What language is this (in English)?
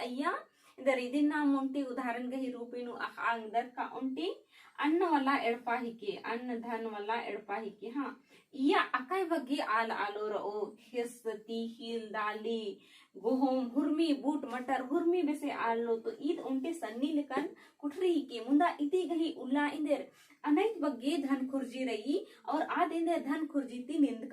Kurukh